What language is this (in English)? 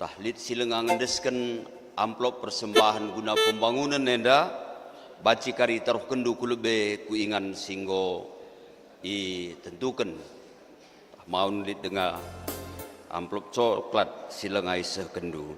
Batak Karo